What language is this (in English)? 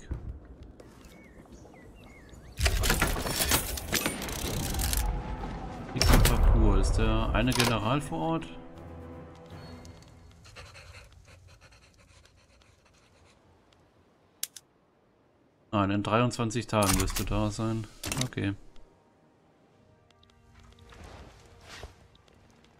German